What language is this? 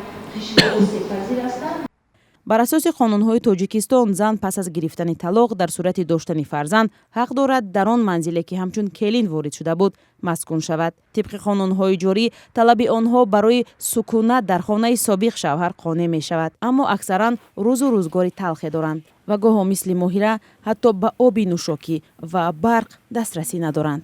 Tajik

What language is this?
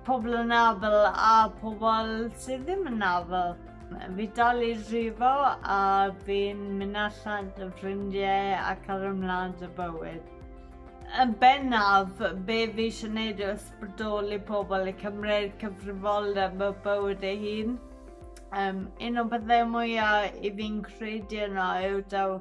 Welsh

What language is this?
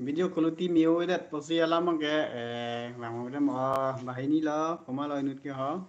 Karbi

